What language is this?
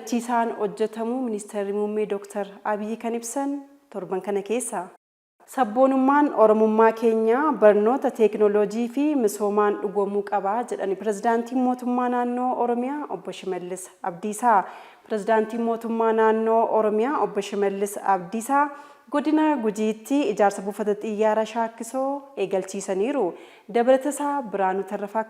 Oromo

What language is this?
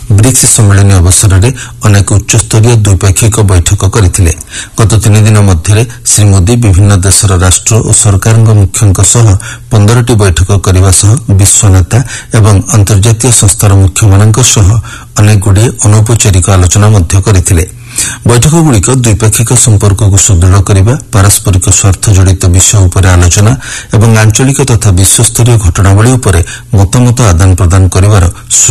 Odia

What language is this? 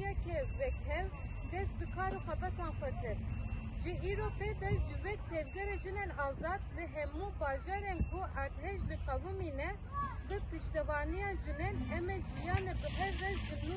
Kurdish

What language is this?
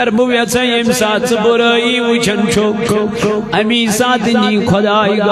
Kashmiri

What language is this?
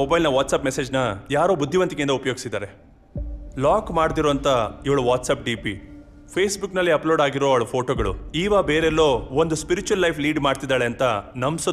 Kannada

